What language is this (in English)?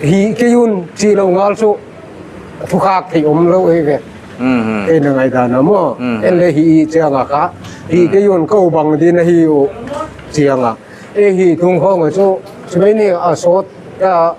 Paite Chin